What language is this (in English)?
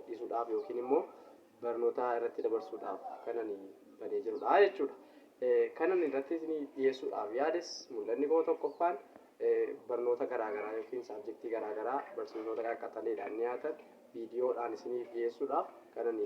Oromo